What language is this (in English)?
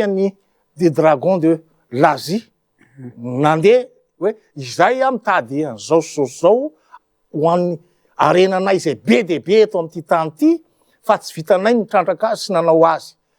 Malagasy